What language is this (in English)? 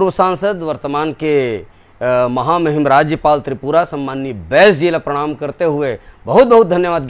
Chhattisgarhi